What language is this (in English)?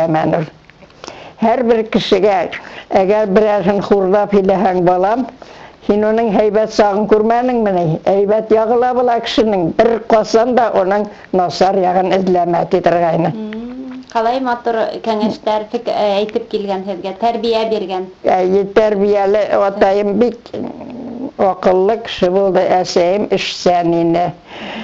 Bashkir